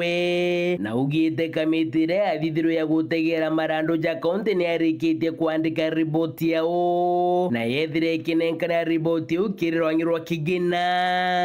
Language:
Meru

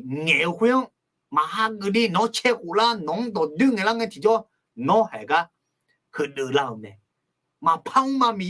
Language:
Akha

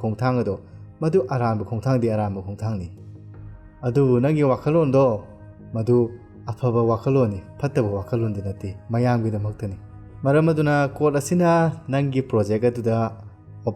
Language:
Manipuri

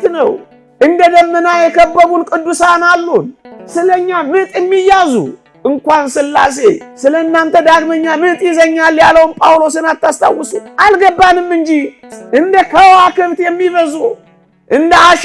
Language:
Amharic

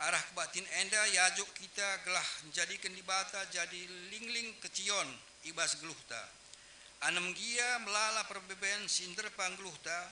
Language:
Batak Karo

